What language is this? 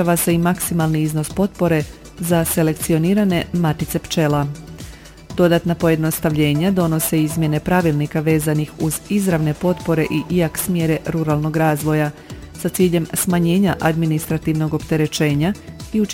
Croatian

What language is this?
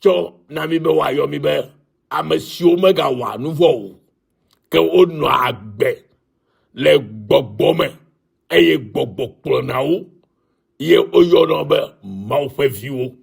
Ewe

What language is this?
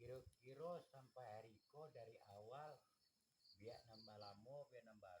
Minangkabau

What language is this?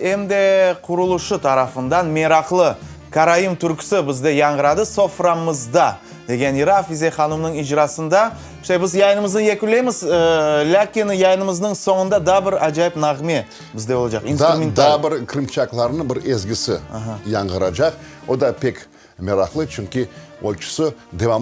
Crimean Tatar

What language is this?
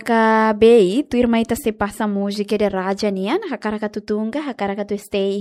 Tetum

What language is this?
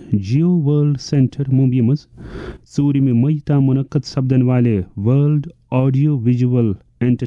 Kashmiri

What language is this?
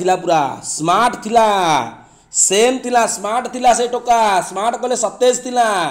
Odia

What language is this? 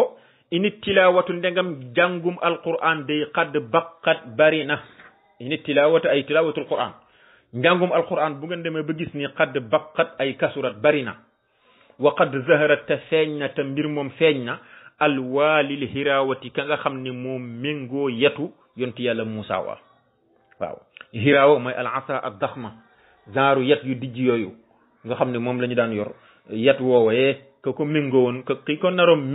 Wolof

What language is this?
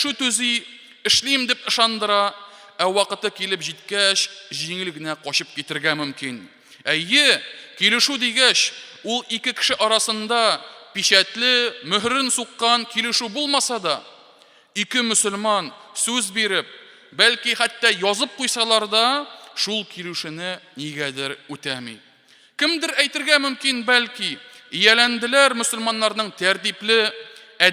Tatar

